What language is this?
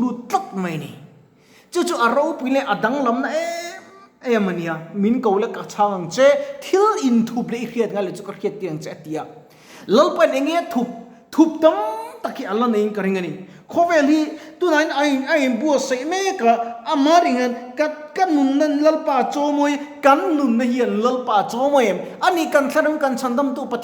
Mizo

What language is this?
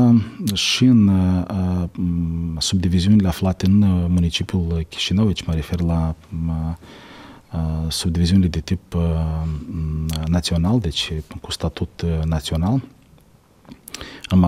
Romanian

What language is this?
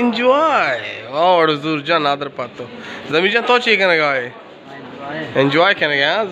Baluchi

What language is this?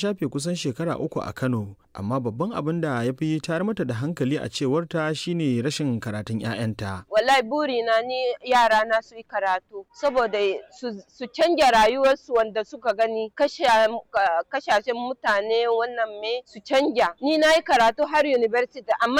Hausa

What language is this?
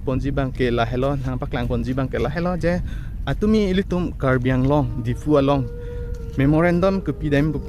Karbi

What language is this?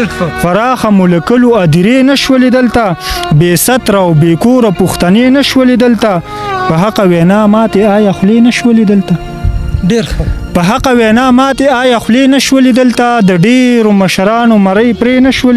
Pashto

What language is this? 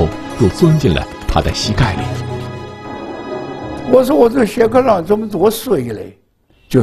Chinese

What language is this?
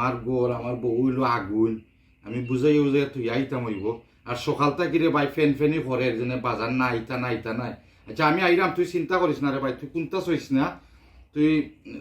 Sylheti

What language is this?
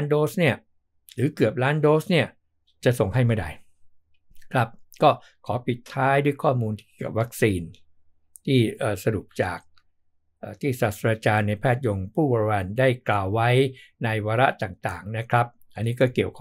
Thai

